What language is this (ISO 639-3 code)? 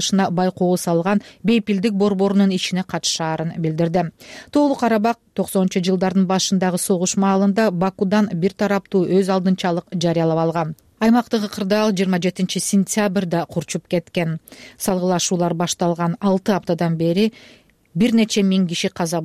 kir